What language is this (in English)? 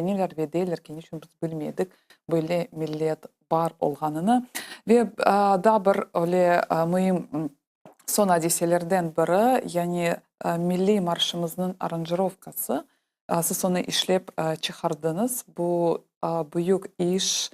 Crimean Tatar